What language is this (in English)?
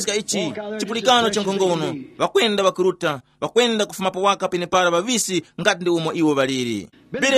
Tumbuka